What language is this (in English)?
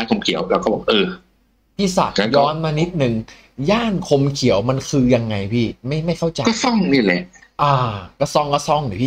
Thai